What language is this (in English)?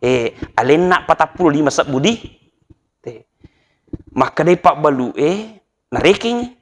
Buginese